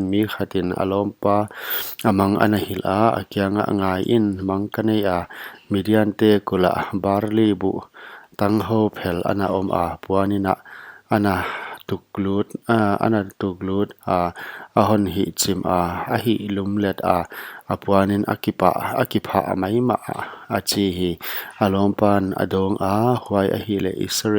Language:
Paite Chin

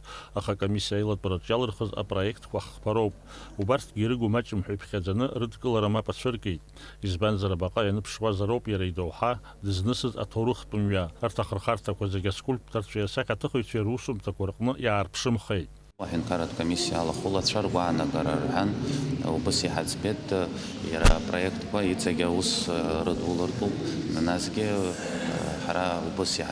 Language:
Abkhazian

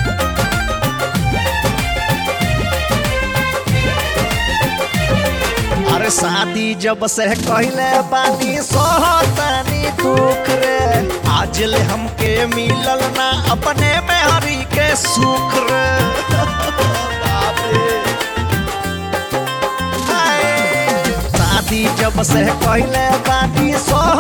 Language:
Bhojpuri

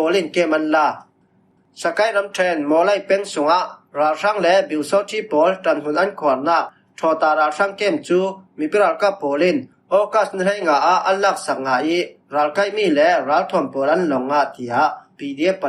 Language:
Falam Chin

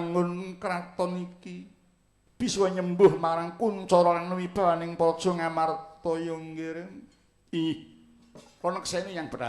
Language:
Javanese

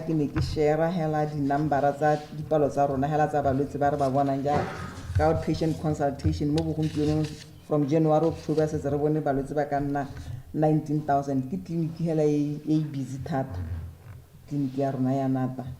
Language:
Tswana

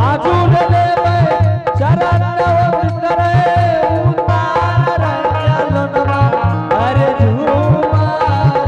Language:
Angika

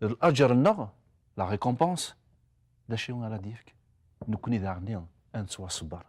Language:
Kabyle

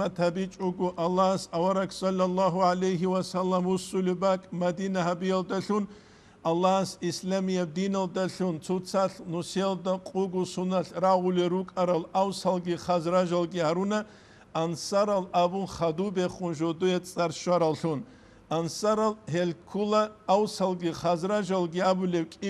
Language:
Avaric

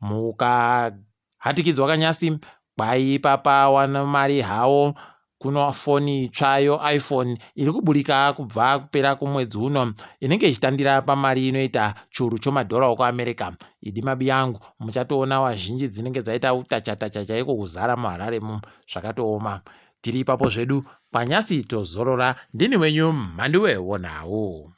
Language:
Ndau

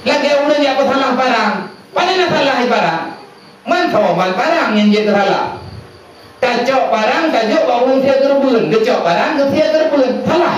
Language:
Achinese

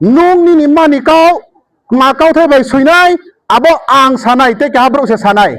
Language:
Riang (India)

